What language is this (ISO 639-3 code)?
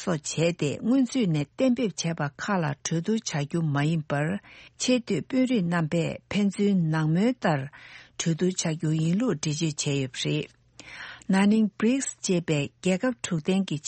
bod